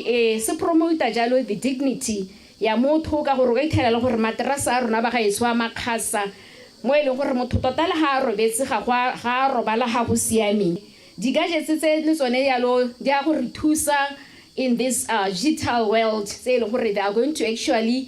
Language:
Tswana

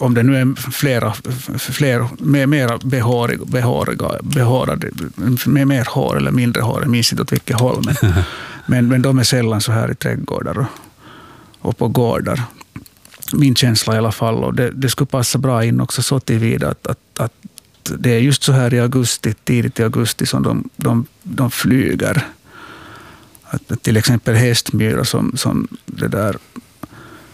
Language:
Swedish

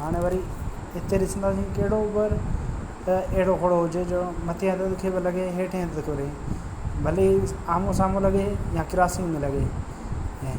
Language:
Sindhi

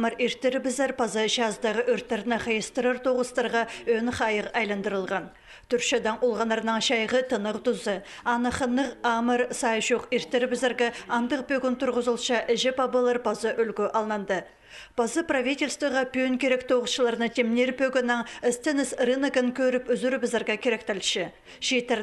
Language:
Khakas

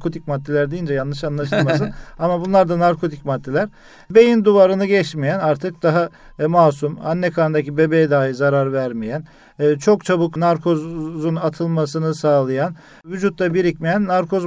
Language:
Turkish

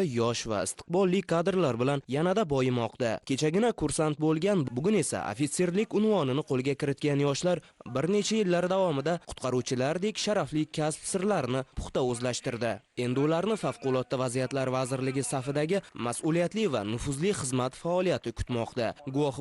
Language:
Uzbek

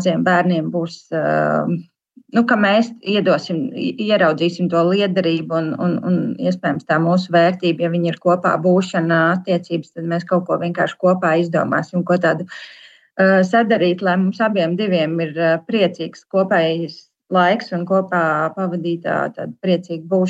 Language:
Latvian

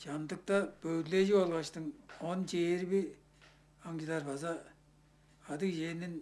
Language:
Tuvinian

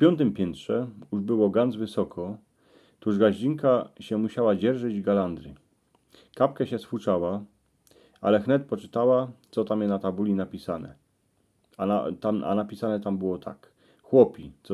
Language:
Silesian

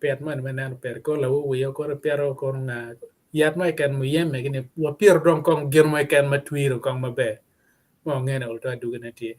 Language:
Acoli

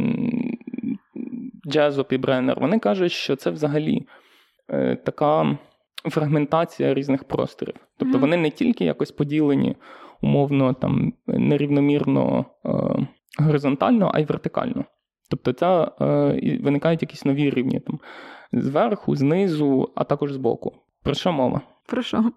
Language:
Ukrainian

